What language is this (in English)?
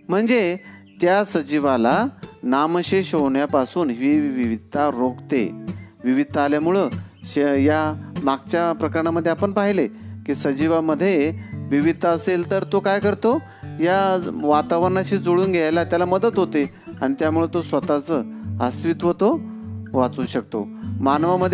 Marathi